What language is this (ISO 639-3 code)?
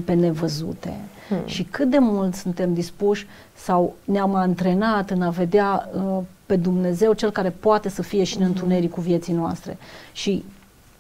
ron